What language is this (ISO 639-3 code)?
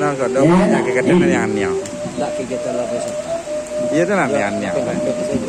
min